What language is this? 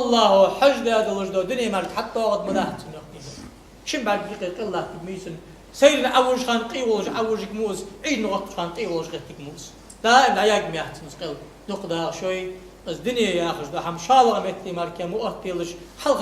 Ingush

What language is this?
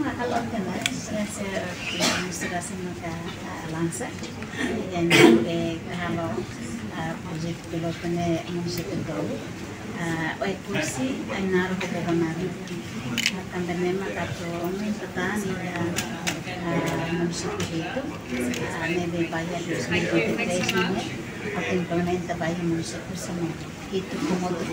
Tetum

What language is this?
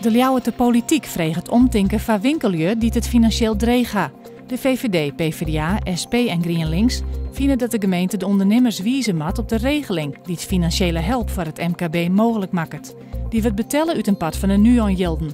Western Frisian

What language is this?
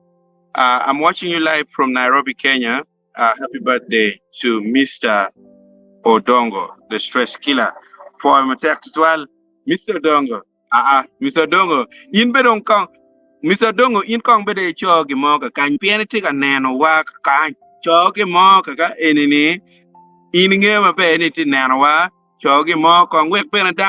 Acoli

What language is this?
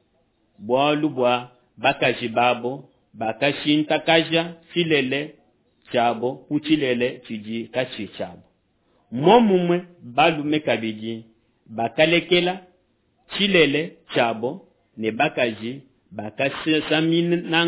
Luba-Lulua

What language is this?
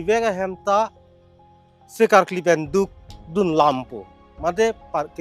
Karbi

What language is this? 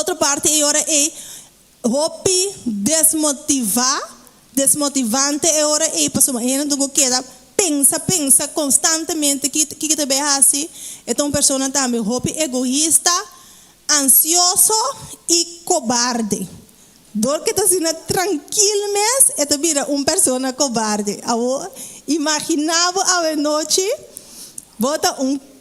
Papiamento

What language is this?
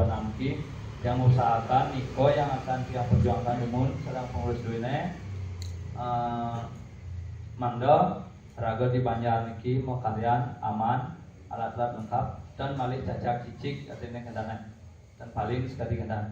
Balinese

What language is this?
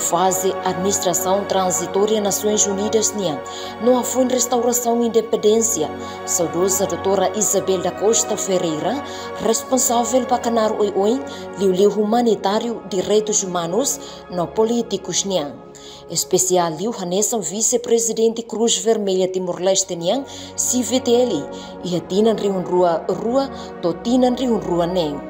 Tetum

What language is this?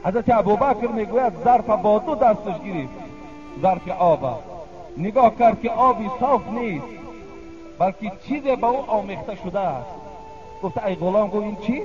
Tajik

